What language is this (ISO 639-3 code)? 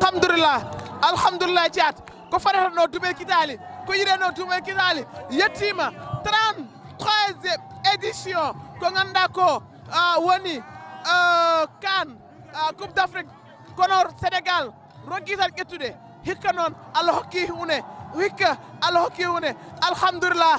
ful